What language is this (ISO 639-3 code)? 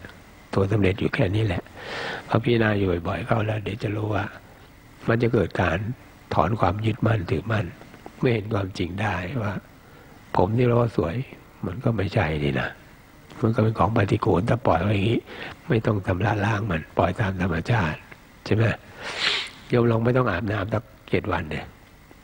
tha